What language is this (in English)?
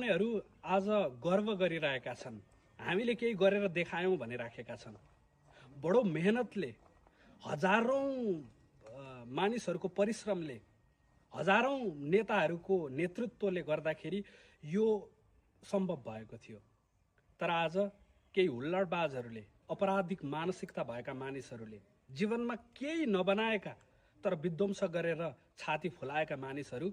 Nepali